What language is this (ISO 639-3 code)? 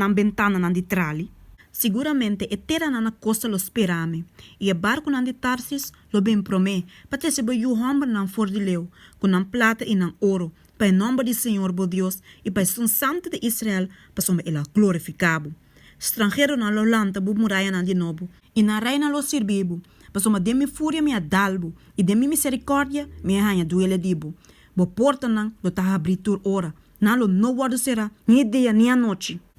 pap